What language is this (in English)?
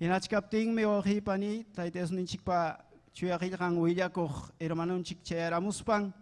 Ayacucho Quechua